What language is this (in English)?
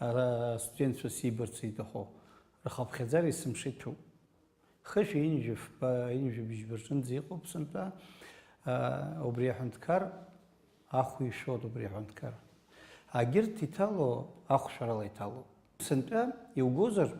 Abkhazian